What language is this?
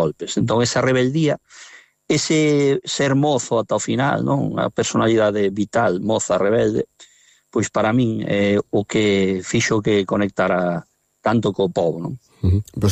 Galician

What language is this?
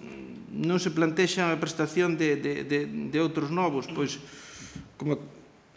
Galician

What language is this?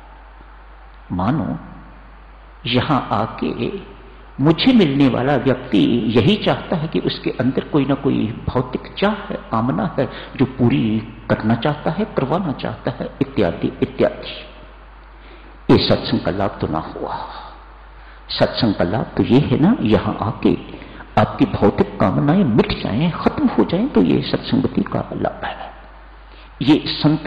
Hindi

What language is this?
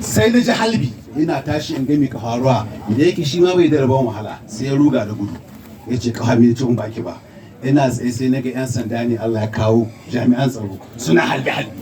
Hausa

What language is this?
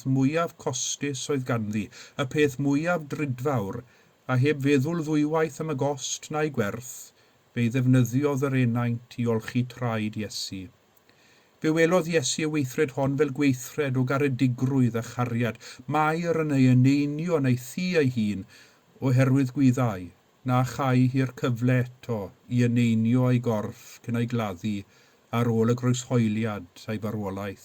Welsh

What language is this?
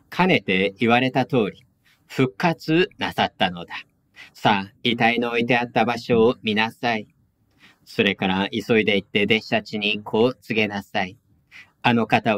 Japanese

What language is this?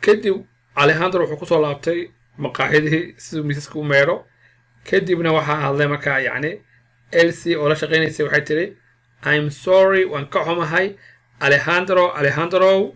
Somali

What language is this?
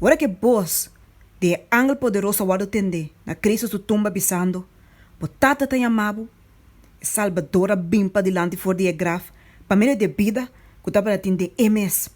Papiamento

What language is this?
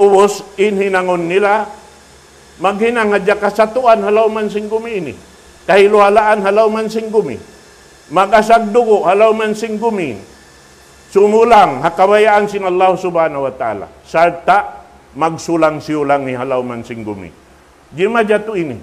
Tausug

